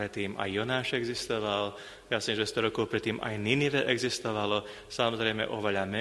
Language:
Slovak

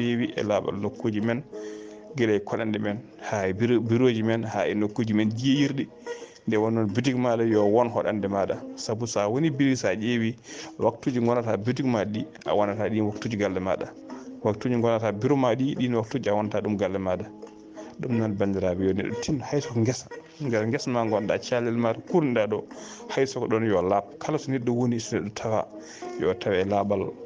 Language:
Fula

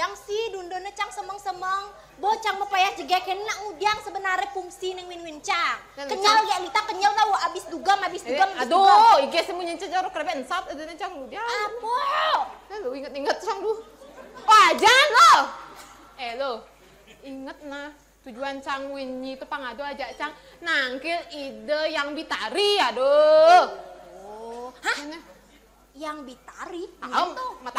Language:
Balinese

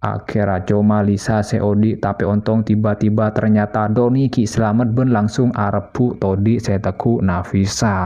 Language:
Madurese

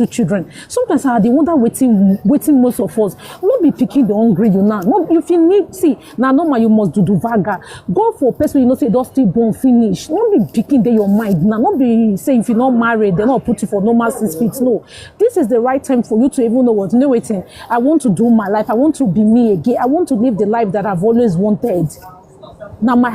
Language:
Nigerian Pidgin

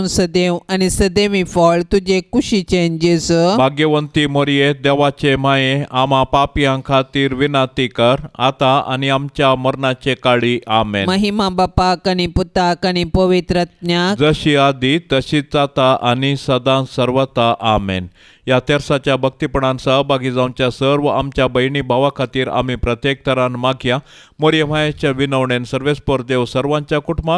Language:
Konkani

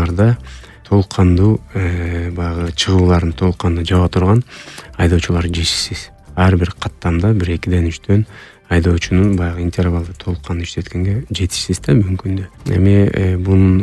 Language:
Kyrgyz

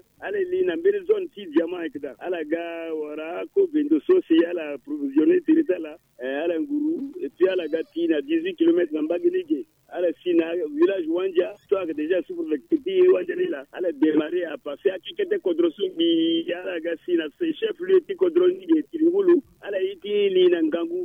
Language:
Sango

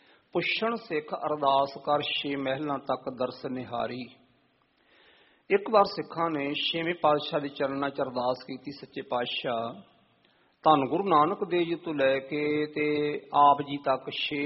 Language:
Punjabi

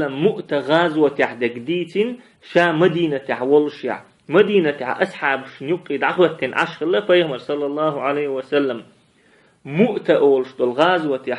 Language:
Chechen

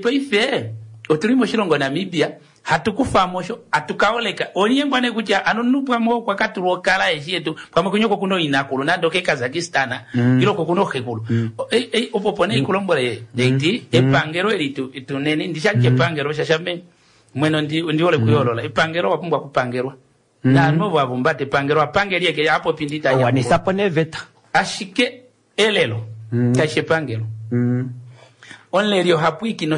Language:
Kuanyama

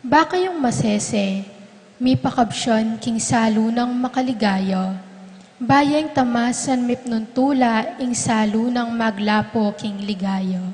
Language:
Pampanga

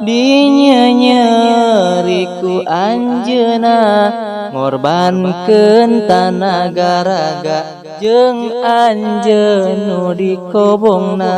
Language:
Sundanese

